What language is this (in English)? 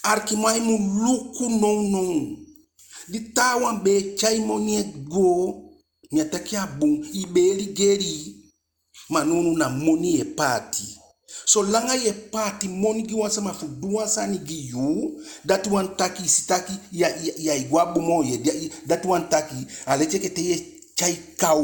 Eastern Maroon Creole